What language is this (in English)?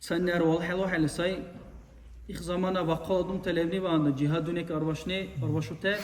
Dargwa